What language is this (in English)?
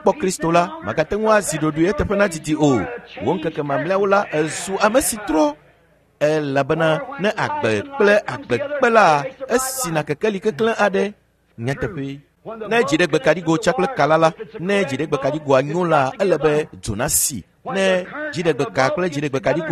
Ewe